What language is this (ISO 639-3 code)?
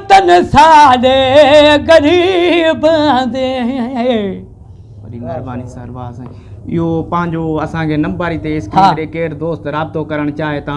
snd